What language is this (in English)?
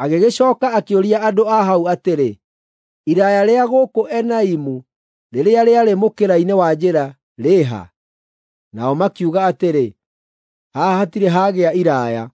Kikuyu